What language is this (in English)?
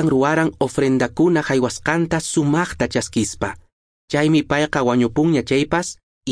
Quechua